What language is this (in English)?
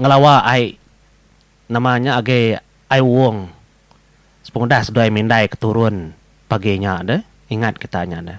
Iban